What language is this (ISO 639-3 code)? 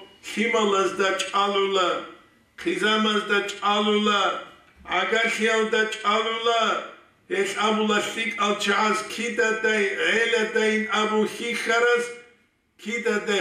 ava